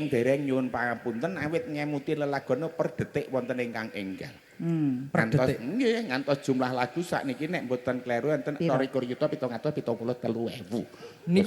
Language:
Javanese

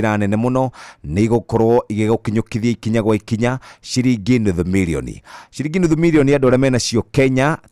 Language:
Kikuyu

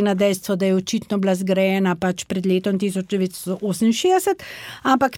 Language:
Slovenian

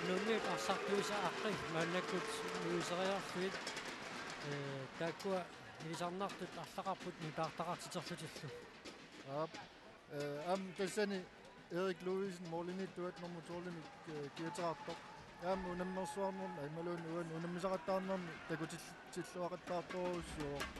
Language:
Kalaallisut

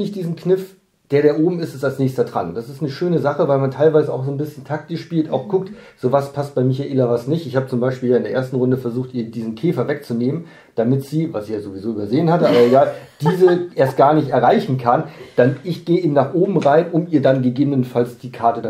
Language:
German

